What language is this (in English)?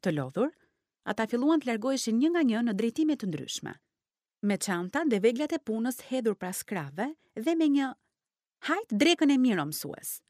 Albanian